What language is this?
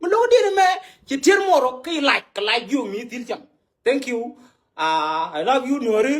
Nuer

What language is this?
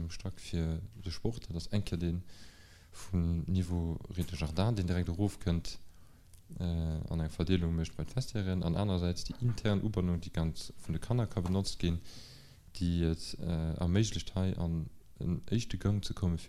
Luxembourgish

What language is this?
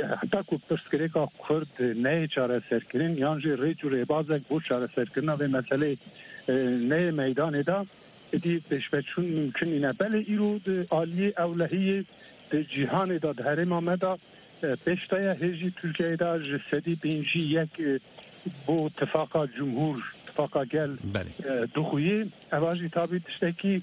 Kurdish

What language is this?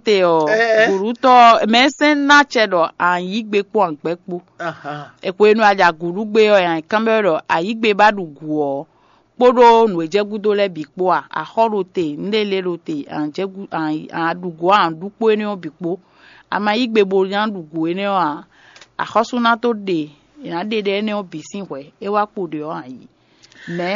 Fon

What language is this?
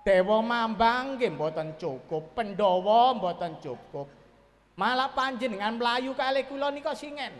Javanese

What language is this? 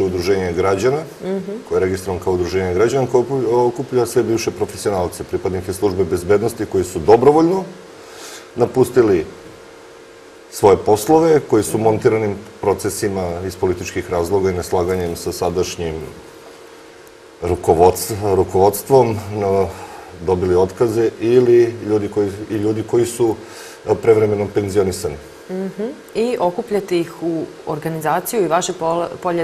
Serbian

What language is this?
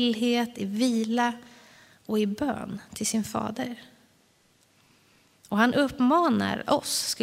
Swedish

